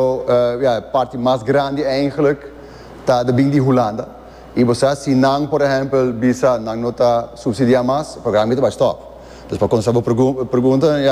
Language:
Papiamento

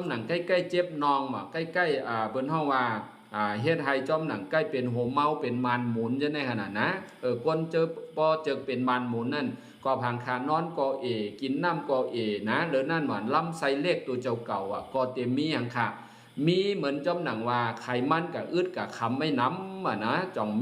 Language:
Shan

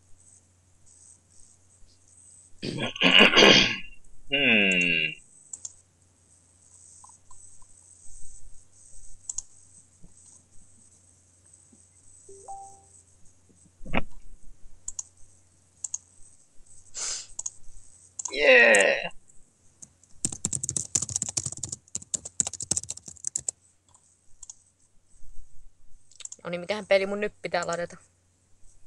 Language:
Finnish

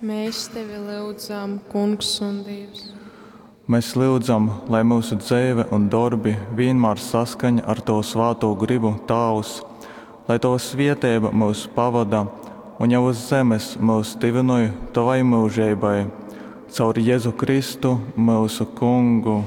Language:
Latgalian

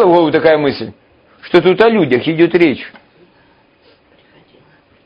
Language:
Russian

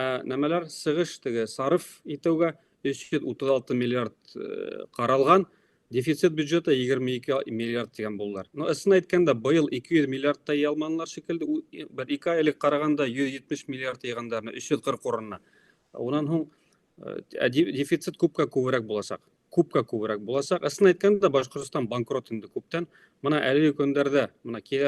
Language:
Bashkir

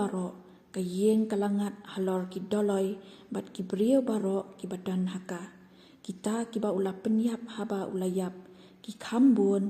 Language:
Khasi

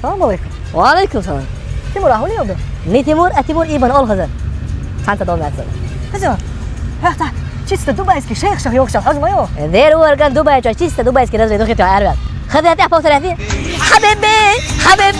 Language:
Chechen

